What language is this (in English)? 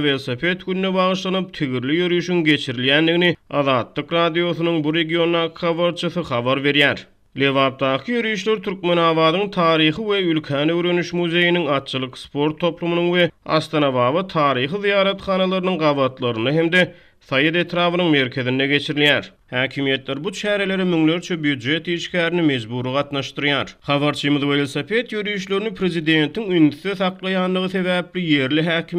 Turkmen